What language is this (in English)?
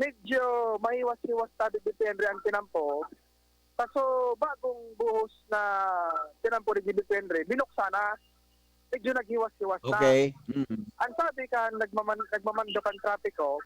Bikol